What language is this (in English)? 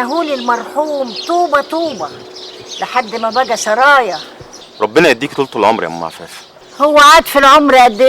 Egyptian Arabic